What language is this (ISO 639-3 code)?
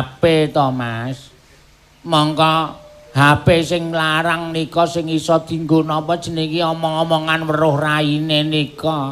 jav